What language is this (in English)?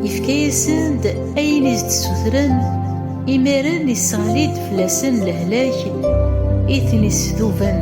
Kabyle